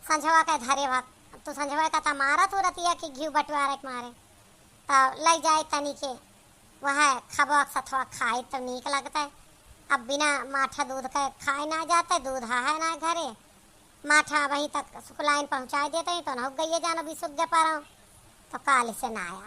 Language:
Awadhi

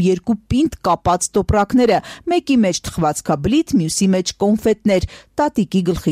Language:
Armenian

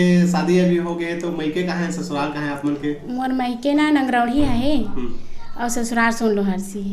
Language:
Chhattisgarhi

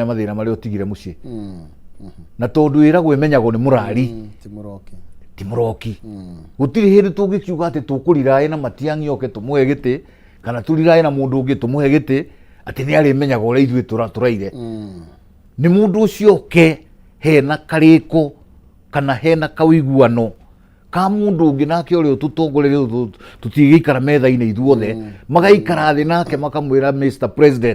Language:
Kikuyu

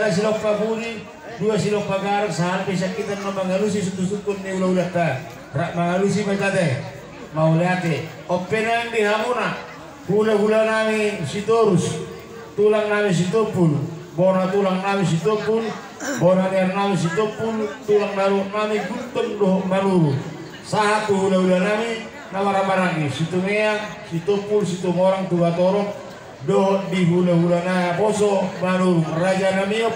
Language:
Batak Toba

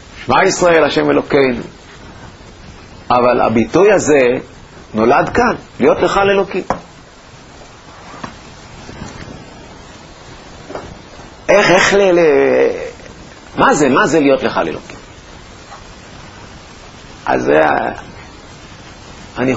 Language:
Hebrew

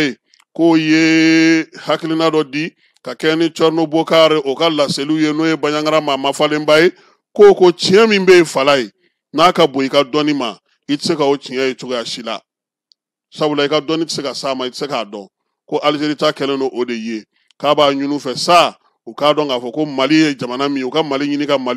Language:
Bambara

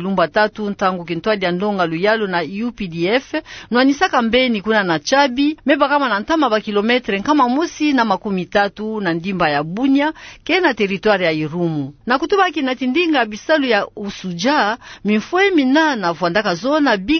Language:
Kituba (Democratic Republic of Congo)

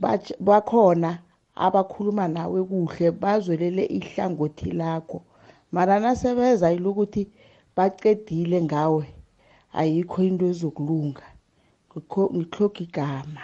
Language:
South Ndebele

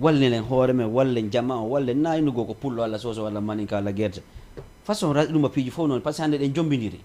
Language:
Fula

